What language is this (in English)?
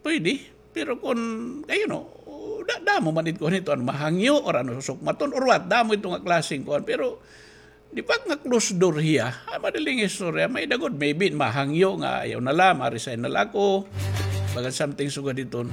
Waray